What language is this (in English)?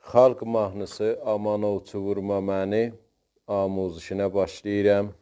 South Azerbaijani